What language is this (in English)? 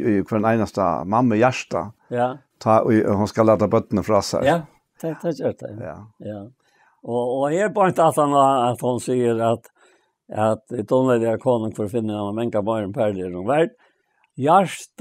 Faroese